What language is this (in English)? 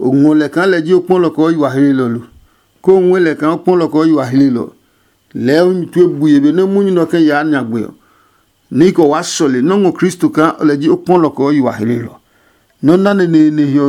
Adangme